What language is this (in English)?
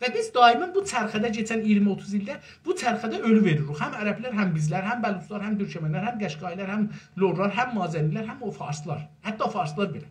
South Azerbaijani